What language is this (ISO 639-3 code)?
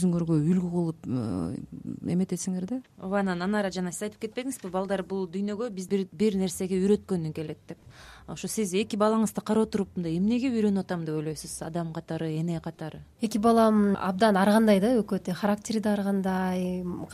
kir